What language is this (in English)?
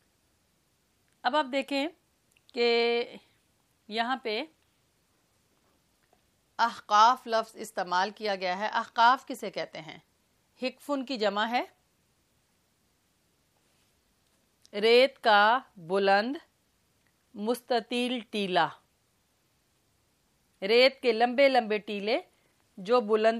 Urdu